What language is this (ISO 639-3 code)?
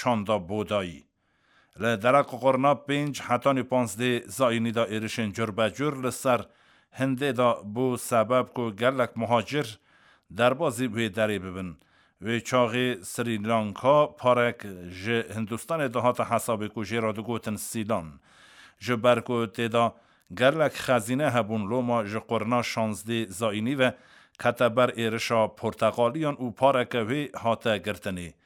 kur